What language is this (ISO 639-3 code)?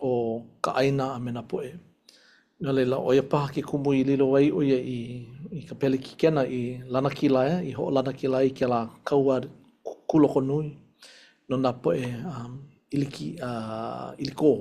haw